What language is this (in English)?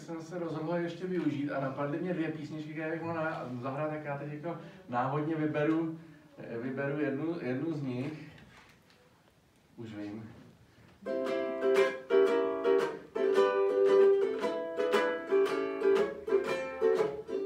Czech